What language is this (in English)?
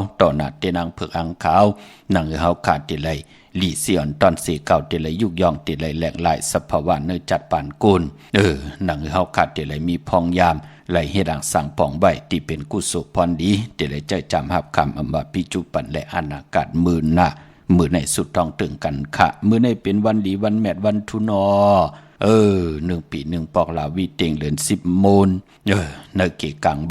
Shan